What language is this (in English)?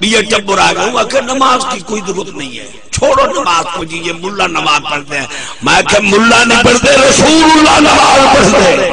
Saraiki